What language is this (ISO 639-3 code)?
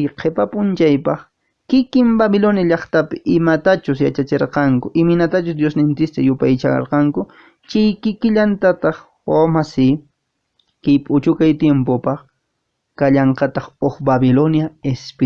que